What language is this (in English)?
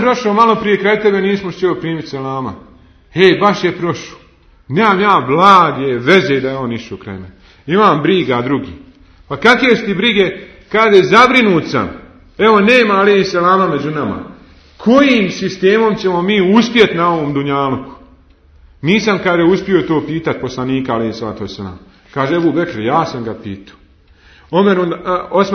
Bosnian